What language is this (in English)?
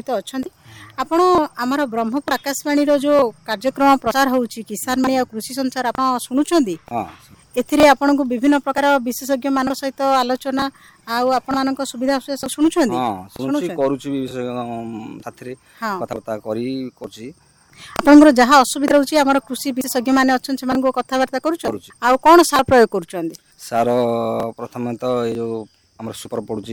Odia